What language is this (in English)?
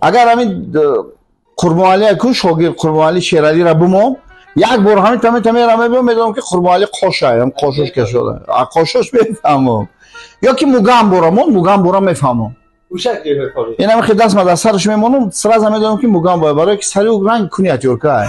Tajik